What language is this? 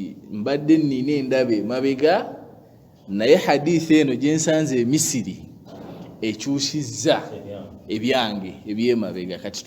Ganda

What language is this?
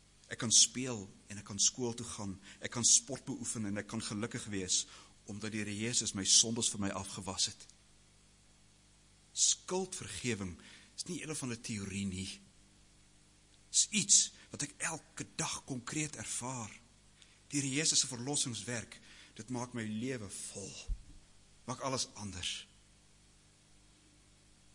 Afrikaans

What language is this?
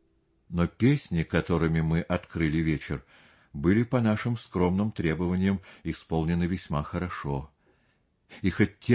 Russian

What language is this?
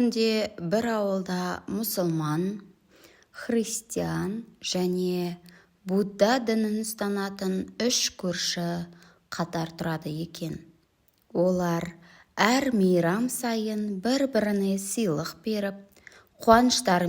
Kazakh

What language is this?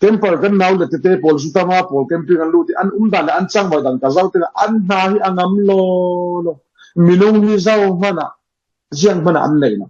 Falam Chin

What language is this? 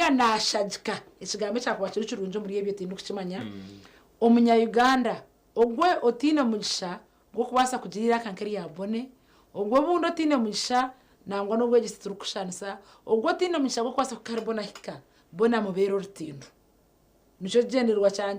Nyankole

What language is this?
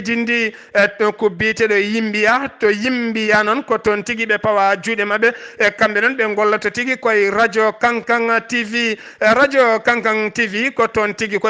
Fula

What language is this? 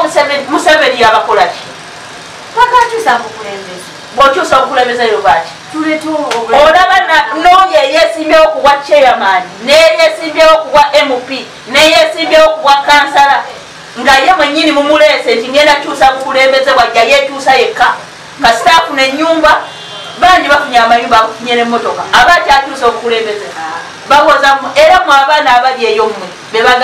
Ganda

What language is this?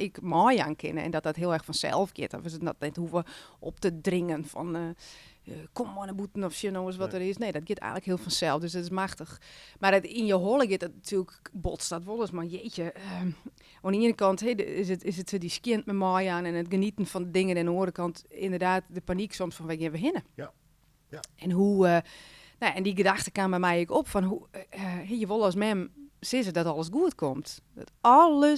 Western Frisian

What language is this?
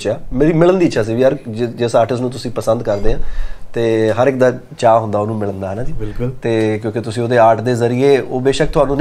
Punjabi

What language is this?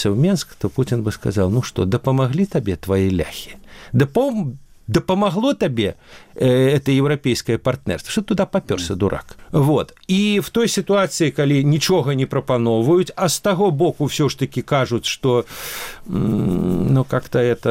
Belarusian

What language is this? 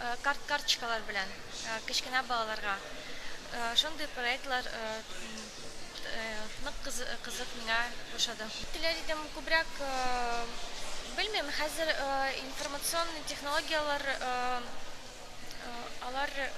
Tatar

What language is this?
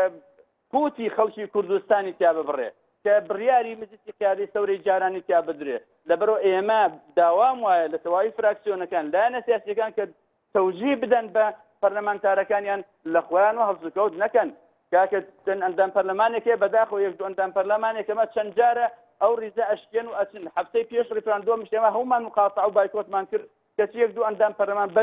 Central Kurdish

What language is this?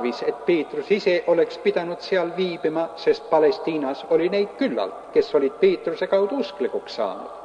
Estonian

